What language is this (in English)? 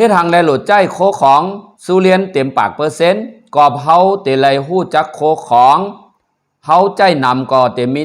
Shan